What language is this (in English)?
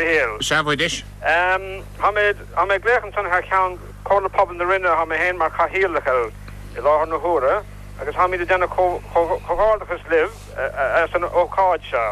Irish